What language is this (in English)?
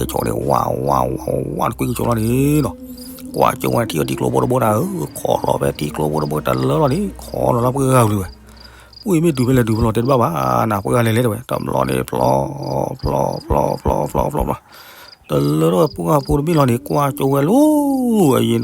S'gaw Karen